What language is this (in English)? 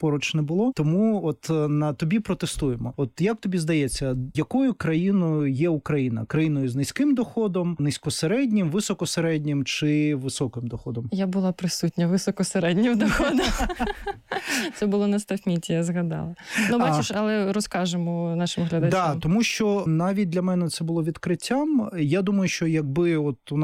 Ukrainian